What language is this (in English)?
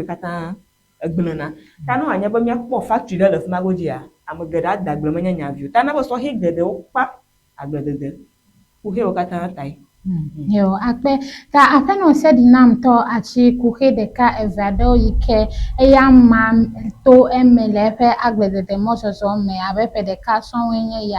Ewe